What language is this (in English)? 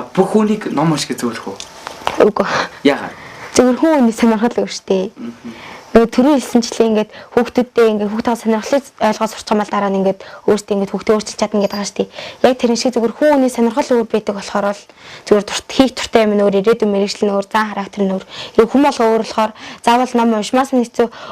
Mongolian